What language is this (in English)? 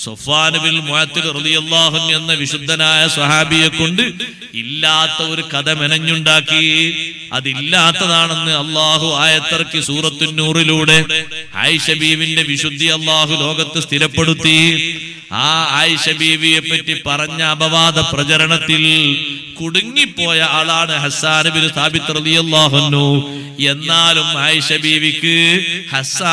Malayalam